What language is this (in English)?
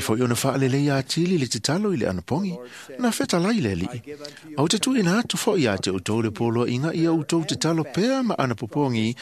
Samoan